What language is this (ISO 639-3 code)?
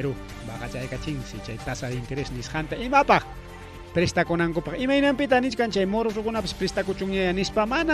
quy